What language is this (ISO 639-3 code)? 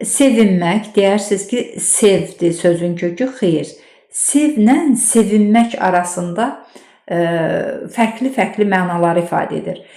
aze